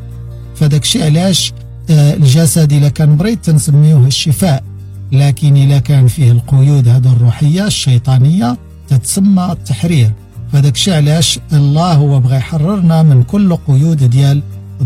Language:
Moroccan Arabic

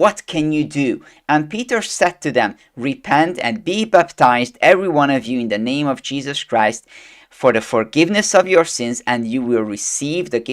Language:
English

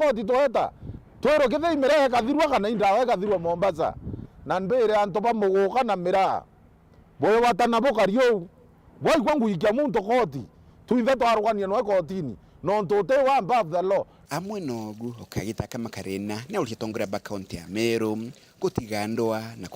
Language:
Meru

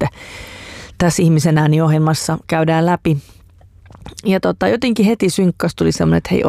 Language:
Finnish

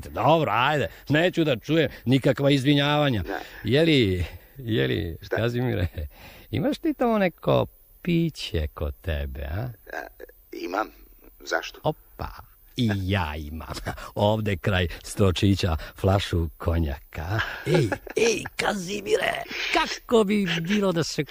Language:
Serbian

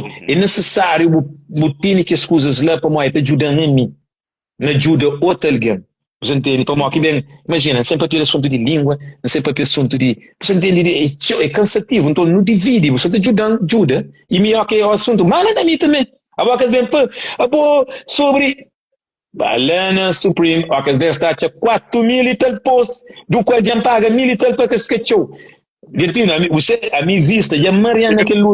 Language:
Kabuverdianu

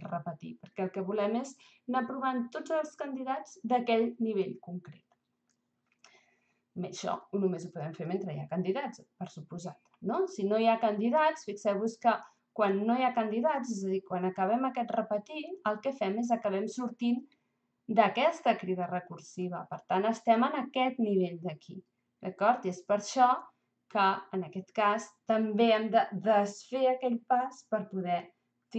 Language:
Catalan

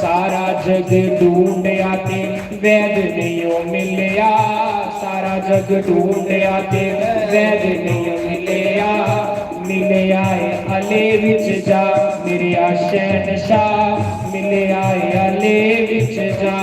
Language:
Dogri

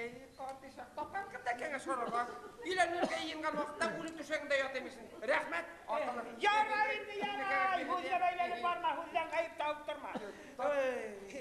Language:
Bashkir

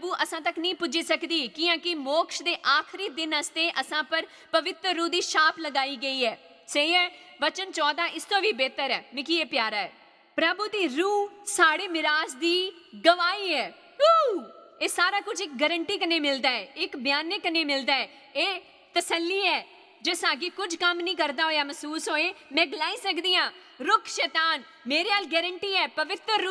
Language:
Dogri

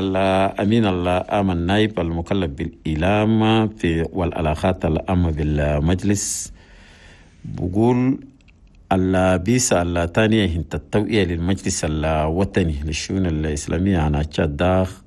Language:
Chadian Arabic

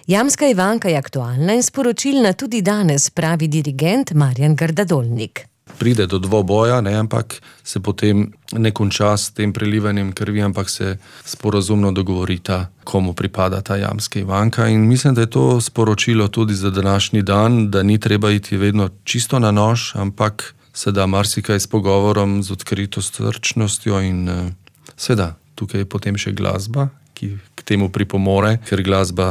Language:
Slovenian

